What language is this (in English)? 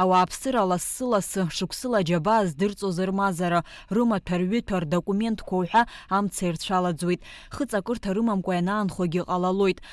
Abkhazian